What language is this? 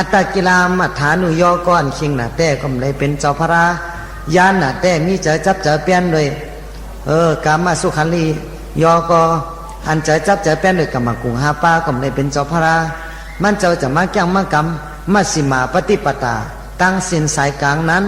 Shan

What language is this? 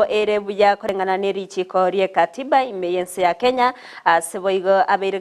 Gusii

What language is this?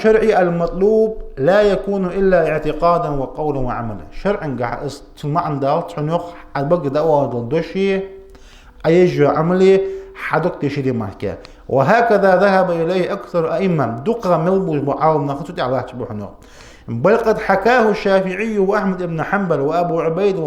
Ingush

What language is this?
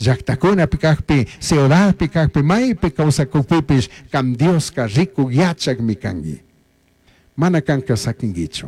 Chimborazo Highland Quichua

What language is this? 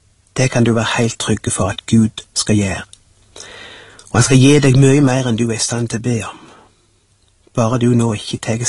Norwegian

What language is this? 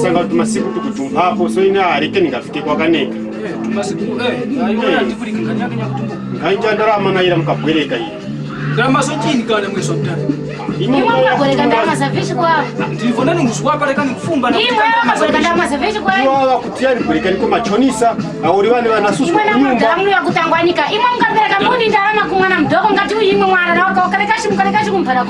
Tumbuka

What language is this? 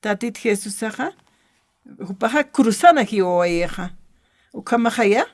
Aymara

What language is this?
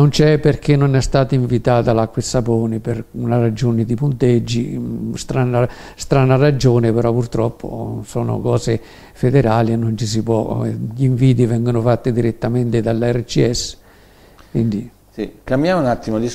Italian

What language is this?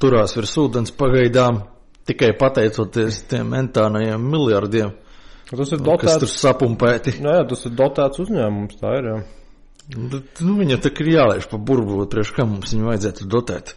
Latvian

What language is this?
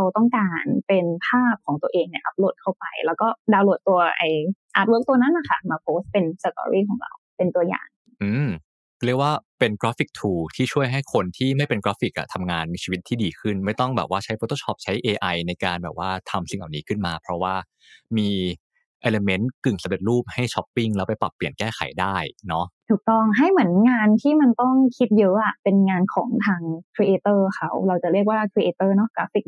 Thai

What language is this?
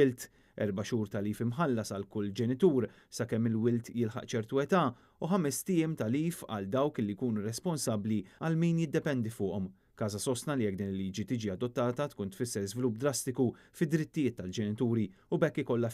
Maltese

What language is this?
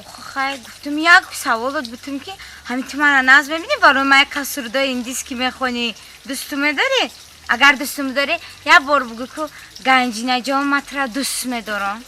Tajik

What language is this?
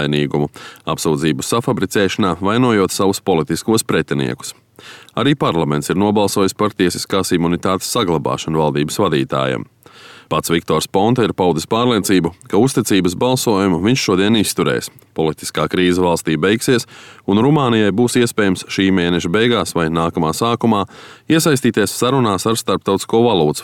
Latvian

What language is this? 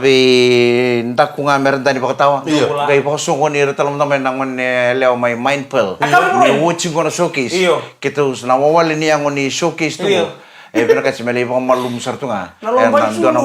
Fijian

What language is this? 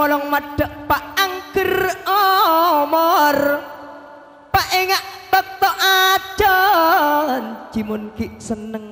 Madurese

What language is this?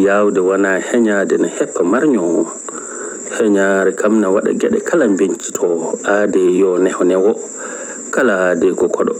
Fula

